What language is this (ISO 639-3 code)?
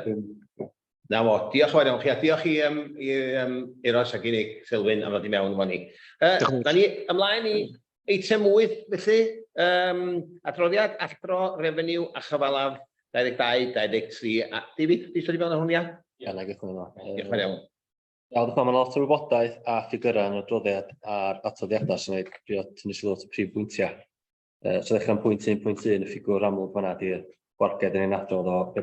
cym